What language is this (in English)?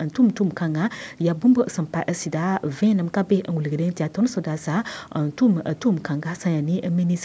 Mossi